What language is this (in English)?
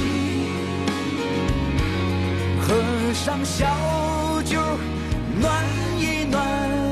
Chinese